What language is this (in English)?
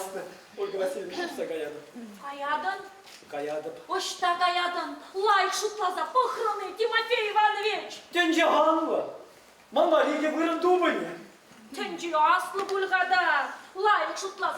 Chuvash